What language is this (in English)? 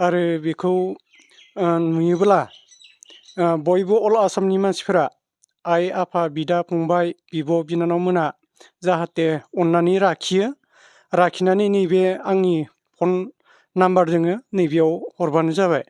Bodo